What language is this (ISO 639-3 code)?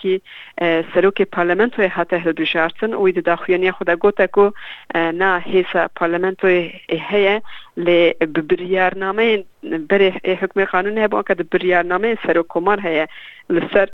kur